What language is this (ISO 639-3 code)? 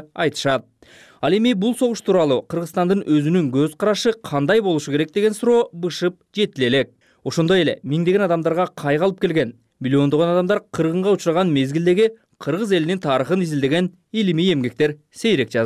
kir